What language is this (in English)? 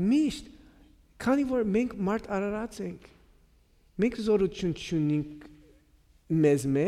Armenian